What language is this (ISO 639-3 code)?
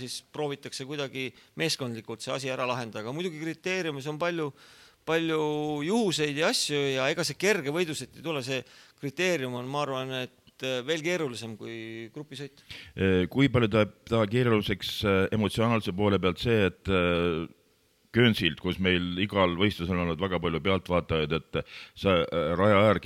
est